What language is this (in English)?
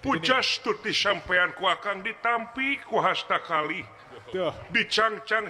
Sundanese